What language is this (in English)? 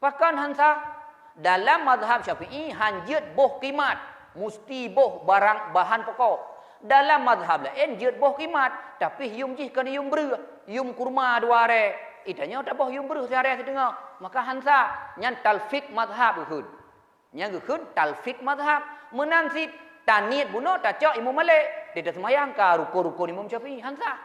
Achinese